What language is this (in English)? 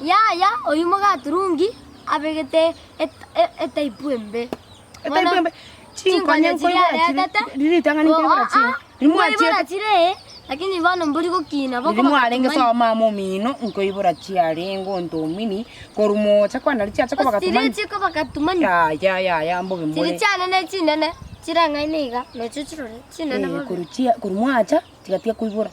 Gusii